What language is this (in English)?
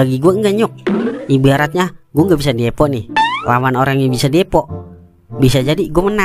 Betawi